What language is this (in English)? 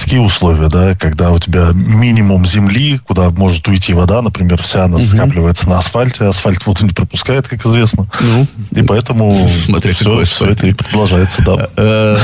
Russian